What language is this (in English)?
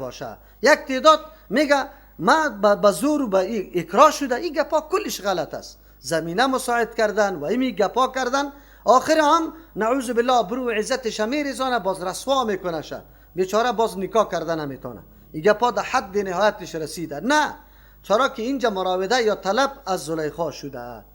Persian